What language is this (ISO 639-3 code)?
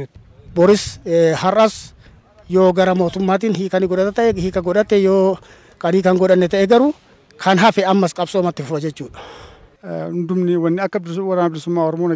orm